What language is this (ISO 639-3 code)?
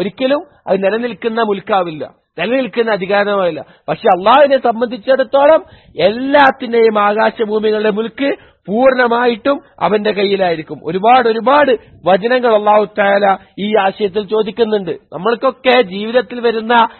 mal